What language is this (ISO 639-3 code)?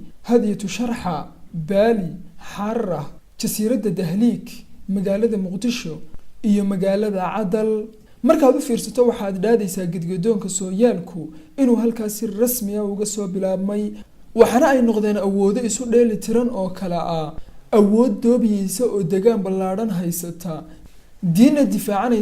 som